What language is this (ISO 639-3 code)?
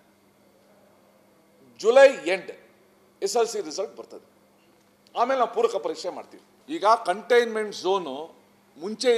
kan